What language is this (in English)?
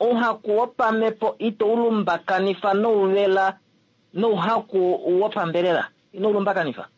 Kuanyama